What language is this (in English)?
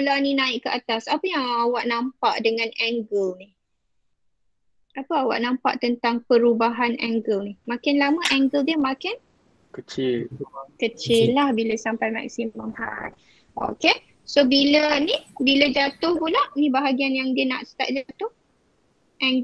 Malay